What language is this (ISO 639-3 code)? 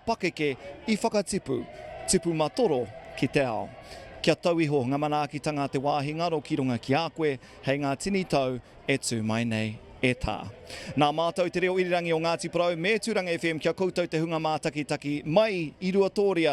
mri